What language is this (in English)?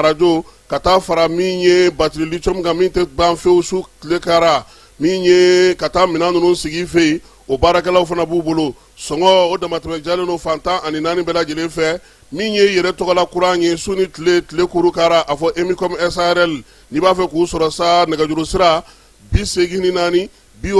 Bambara